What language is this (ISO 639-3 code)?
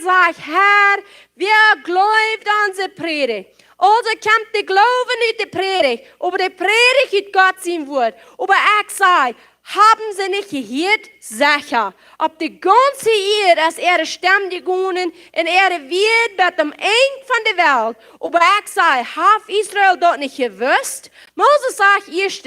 pdt